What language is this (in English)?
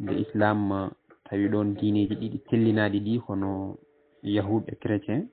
Fula